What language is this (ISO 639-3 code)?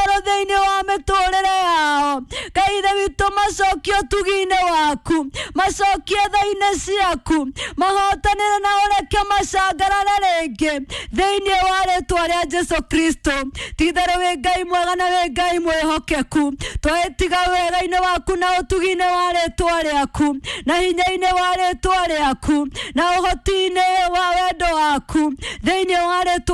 kik